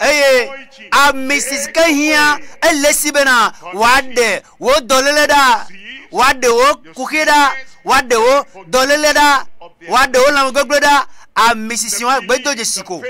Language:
Ewe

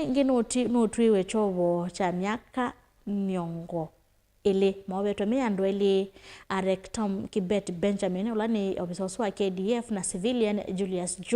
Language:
Kamba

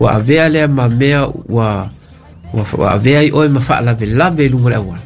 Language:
Samoan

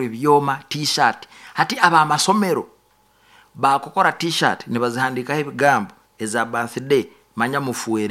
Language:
Nyoro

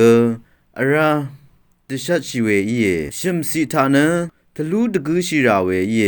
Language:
Rawang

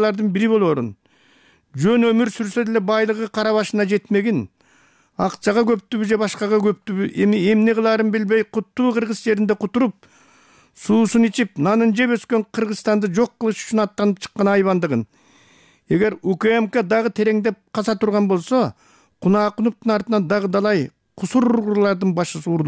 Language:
Kyrgyz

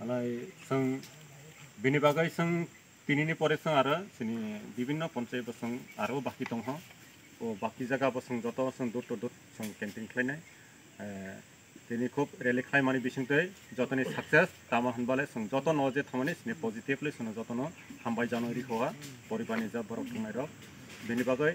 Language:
Kok Borok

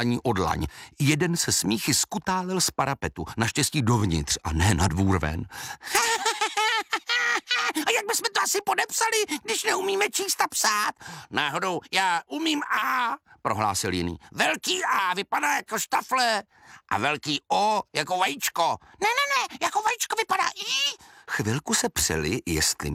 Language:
Czech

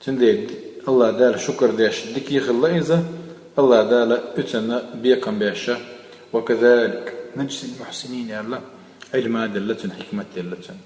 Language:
Chechen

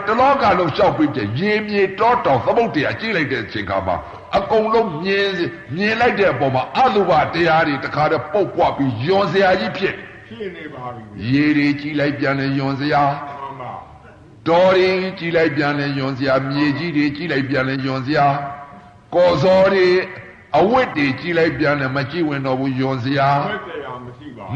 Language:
Burmese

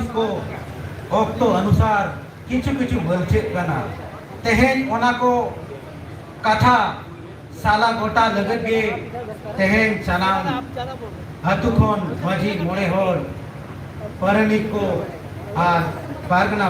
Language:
Santali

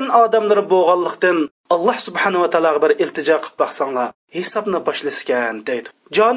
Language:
Uyghur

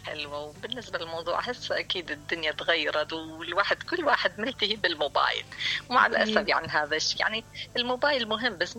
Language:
Mesopotamian Arabic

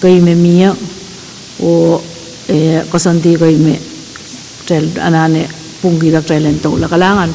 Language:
Pohnpeian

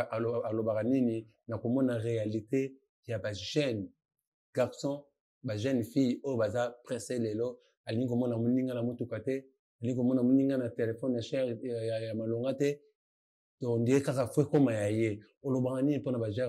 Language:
Lingala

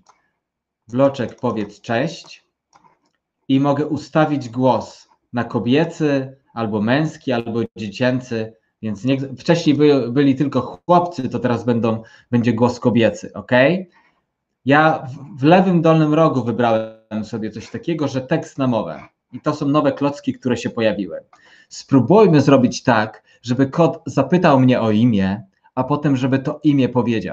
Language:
Polish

